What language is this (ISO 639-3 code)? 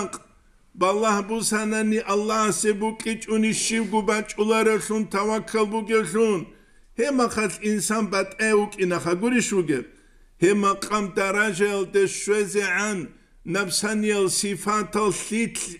ava